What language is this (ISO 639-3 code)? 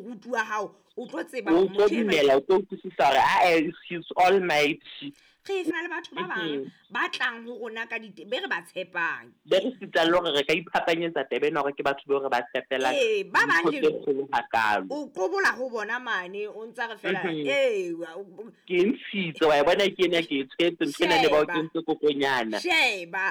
sot